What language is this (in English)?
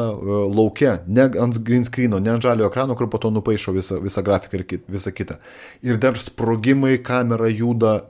Lithuanian